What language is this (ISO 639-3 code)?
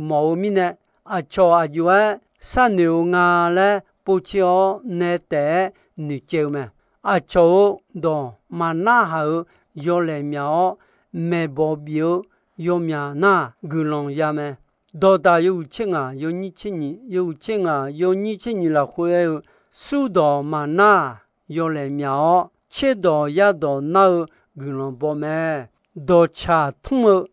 ahk